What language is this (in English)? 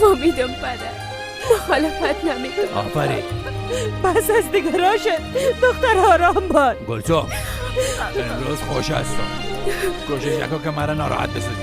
Persian